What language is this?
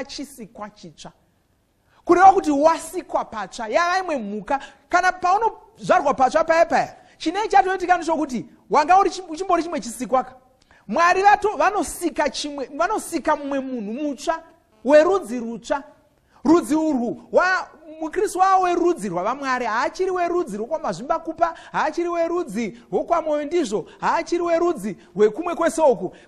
Shona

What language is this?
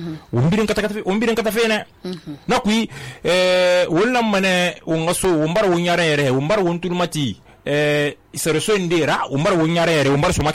Susu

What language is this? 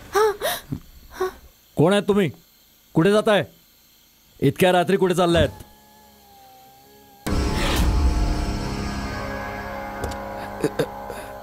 Marathi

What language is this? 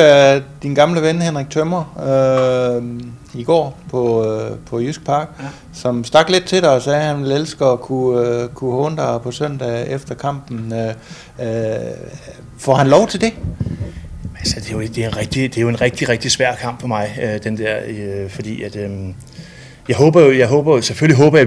Danish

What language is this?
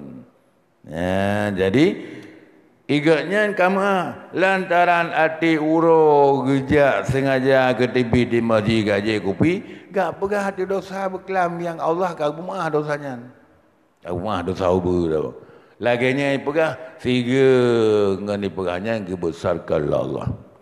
Achinese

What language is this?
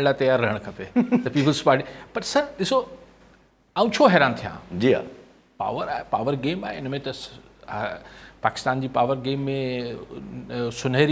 Sindhi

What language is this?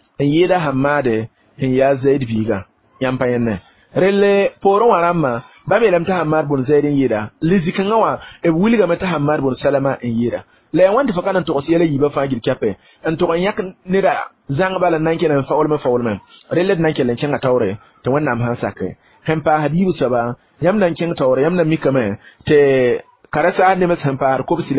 Mossi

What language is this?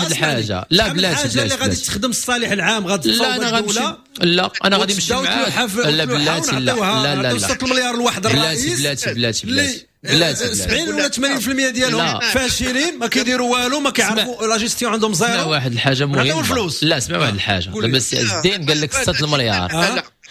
Moroccan Arabic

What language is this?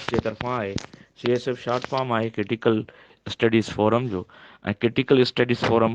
Sindhi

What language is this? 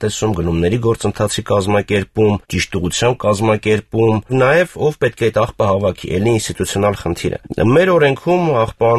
Armenian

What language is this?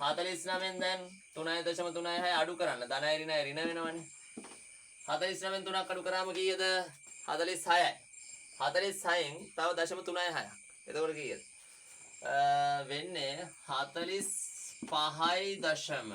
Sinhala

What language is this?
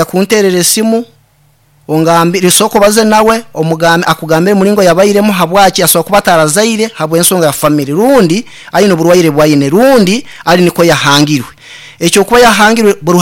Nyankole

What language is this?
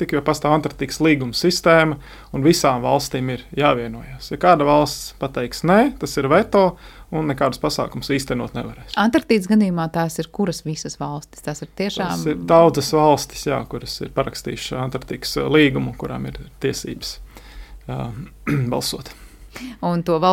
Latvian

